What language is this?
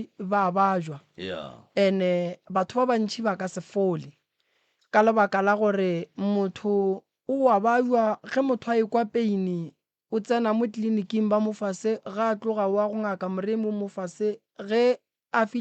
Northern Sotho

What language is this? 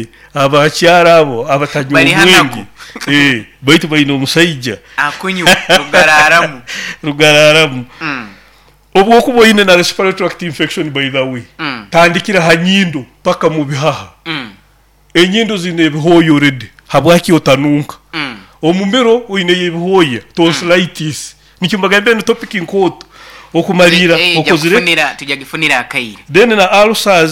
Nyoro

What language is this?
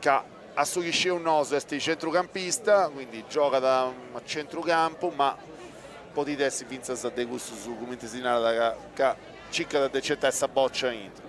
Sardinian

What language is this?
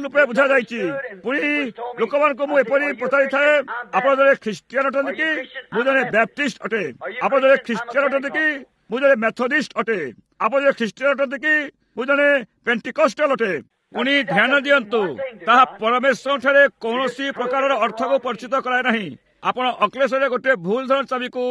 Odia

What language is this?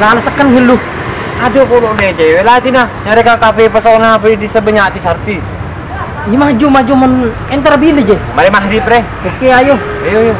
Madurese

